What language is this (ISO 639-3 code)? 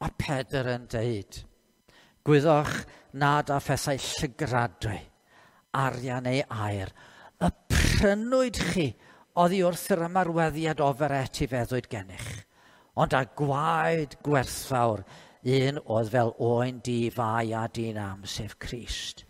cym